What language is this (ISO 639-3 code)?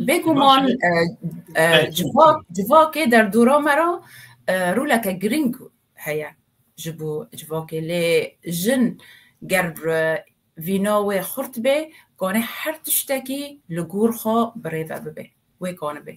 kur